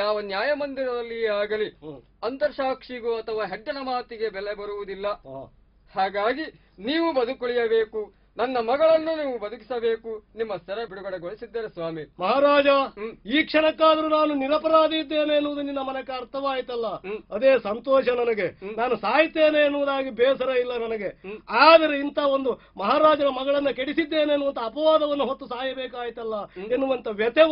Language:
Kannada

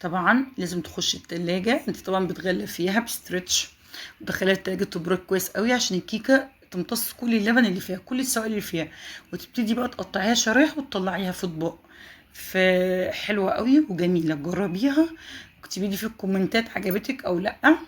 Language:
Egyptian Arabic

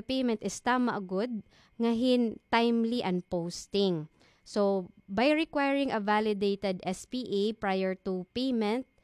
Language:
Waray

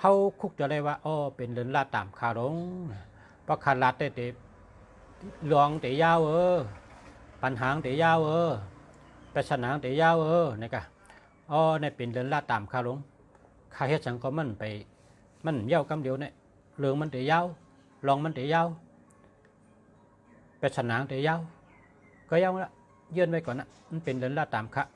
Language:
Shan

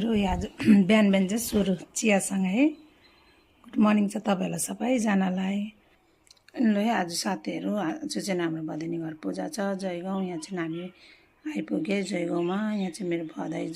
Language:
Nepali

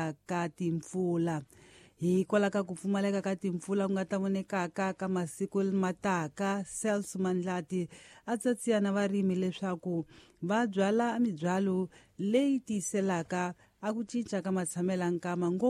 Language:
Tsonga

